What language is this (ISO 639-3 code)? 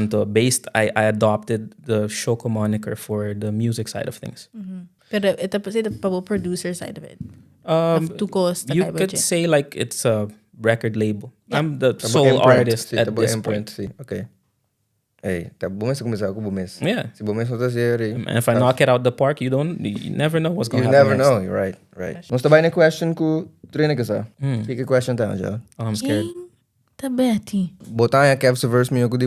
pap